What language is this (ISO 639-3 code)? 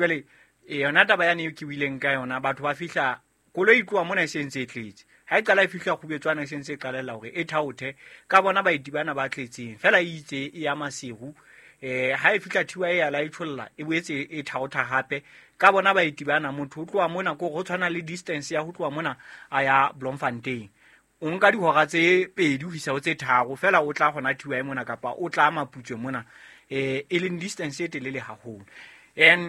sot